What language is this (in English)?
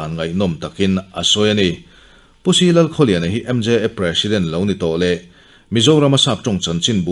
Mizo